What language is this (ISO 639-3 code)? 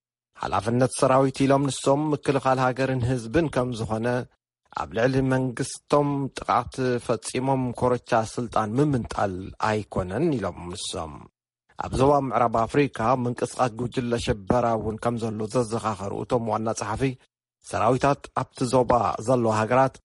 tir